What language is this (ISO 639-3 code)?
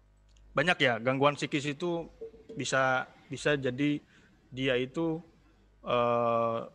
ind